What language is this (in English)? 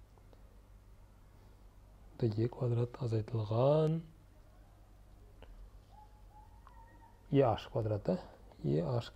Kazakh